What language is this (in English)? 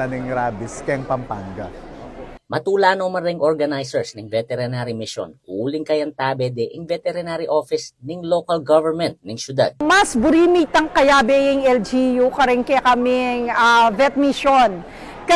Pampanga